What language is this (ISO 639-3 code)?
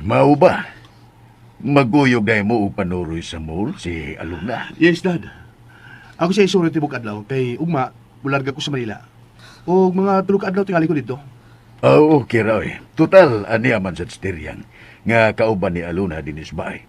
ceb